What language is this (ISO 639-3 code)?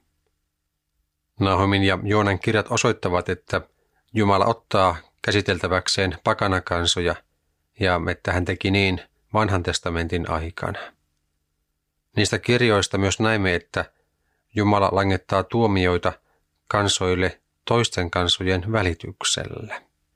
fin